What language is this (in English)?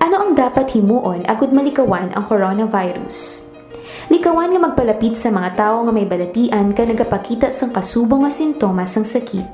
Hiligaynon